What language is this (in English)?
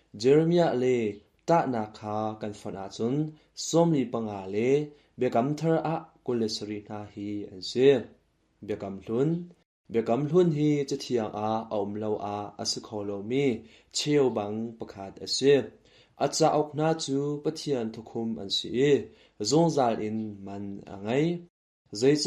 Hakha Chin